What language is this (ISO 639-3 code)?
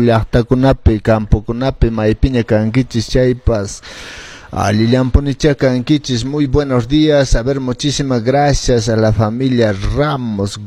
que